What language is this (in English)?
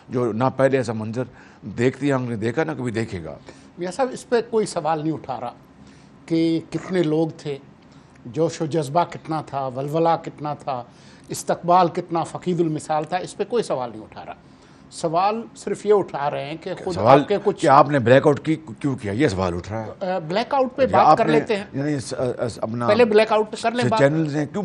Urdu